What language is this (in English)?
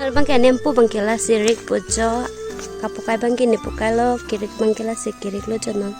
Karbi